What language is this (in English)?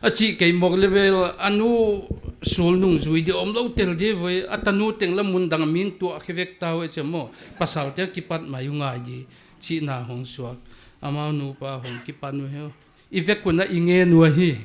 Paite Chin